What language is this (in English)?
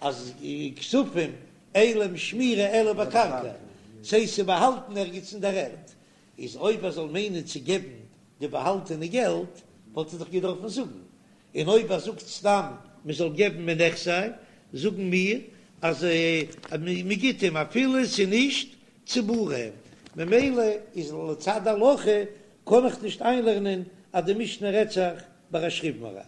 Yiddish